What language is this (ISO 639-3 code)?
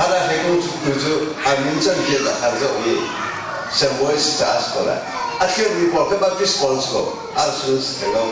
cnh